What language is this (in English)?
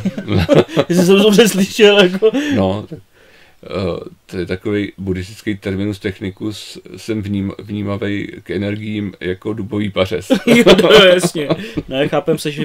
Czech